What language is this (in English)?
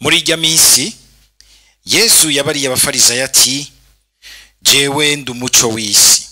Rundi